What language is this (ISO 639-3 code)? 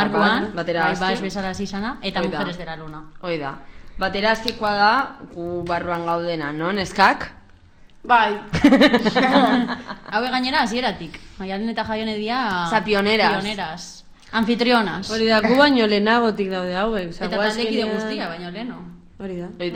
eus